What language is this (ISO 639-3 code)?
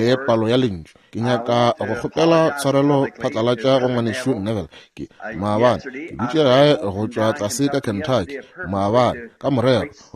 nso